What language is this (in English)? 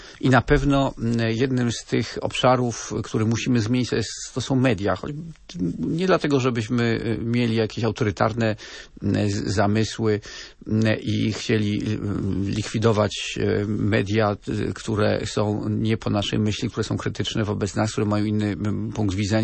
Polish